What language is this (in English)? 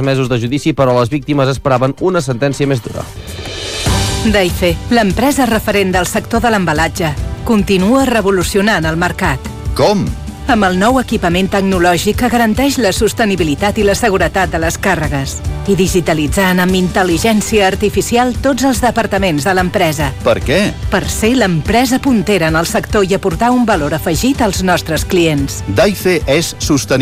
Catalan